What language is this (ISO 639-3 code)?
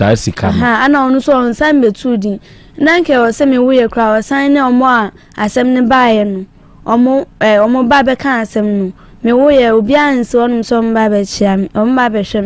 aka